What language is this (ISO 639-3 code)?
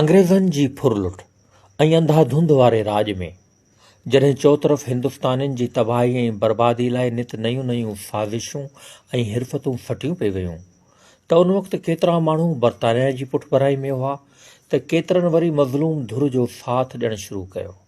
snd